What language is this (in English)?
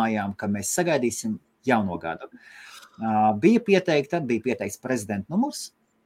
Latvian